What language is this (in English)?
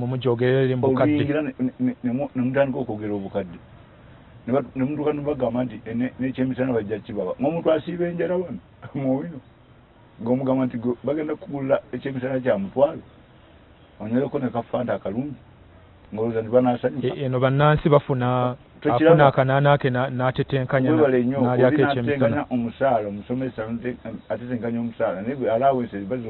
Ganda